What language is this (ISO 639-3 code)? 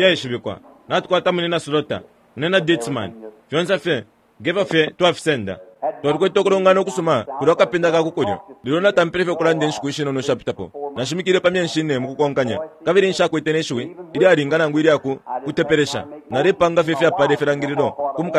bem